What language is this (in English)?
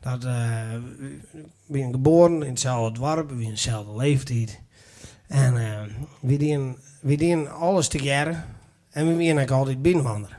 Western Frisian